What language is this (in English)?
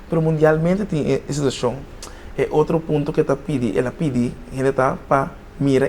Papiamento